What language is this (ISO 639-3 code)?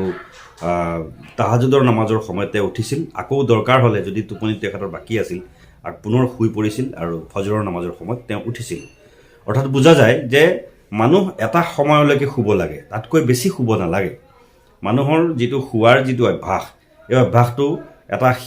asm